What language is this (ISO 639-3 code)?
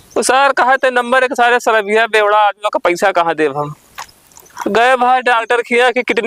awa